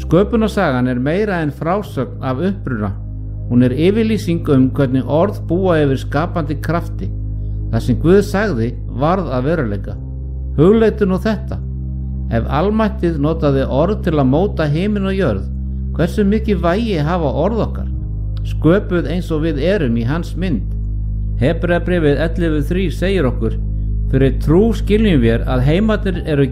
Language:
Icelandic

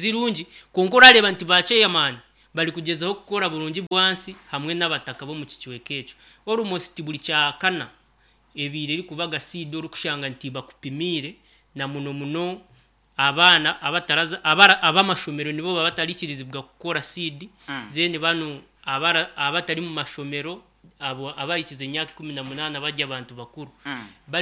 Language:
Nyankole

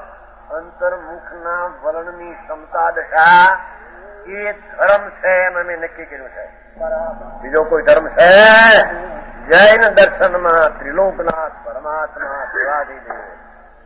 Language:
Gujarati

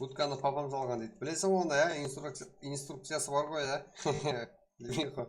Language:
Kara-Kalpak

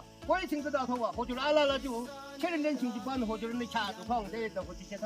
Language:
Yimchungru Naga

